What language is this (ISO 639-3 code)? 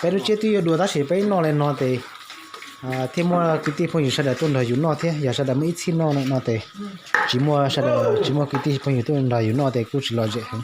hmn